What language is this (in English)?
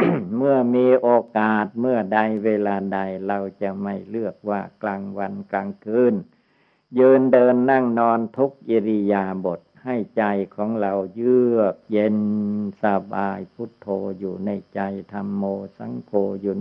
Thai